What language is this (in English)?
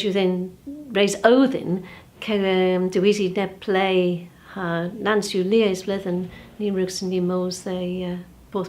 Cornish